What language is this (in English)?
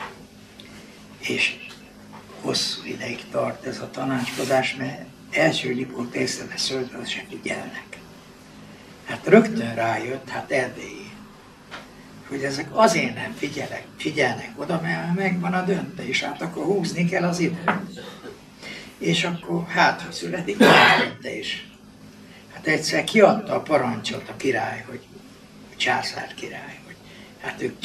Hungarian